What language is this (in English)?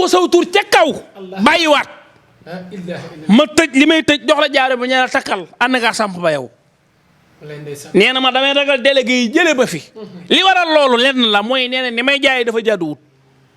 Wolof